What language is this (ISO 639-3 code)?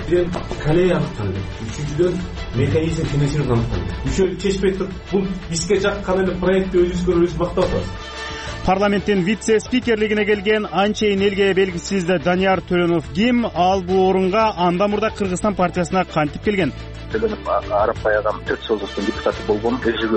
kir